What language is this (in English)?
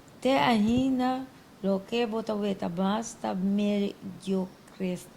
Papiamento